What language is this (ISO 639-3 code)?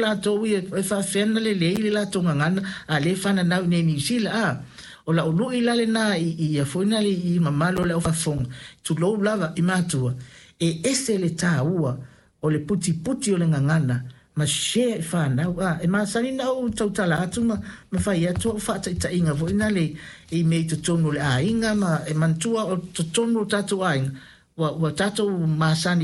smo